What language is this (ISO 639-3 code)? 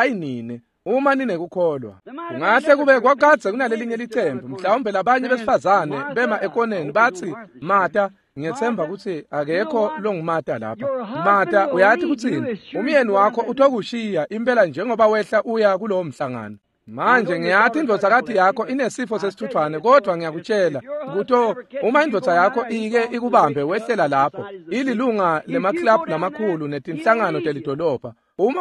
ssw